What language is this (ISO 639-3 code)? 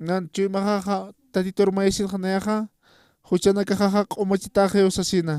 aym